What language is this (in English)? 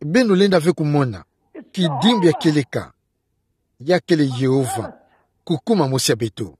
Kituba (Democratic Republic of Congo)